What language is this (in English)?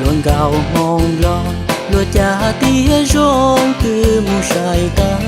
Hmong